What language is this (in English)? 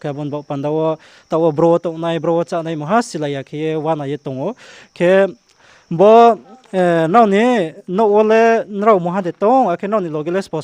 Riang (India)